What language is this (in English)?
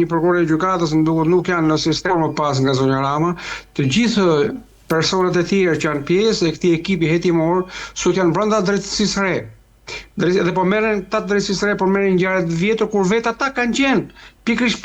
Albanian